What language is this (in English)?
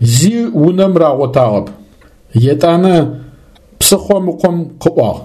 Adyghe